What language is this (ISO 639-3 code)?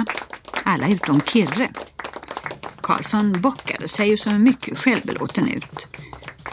swe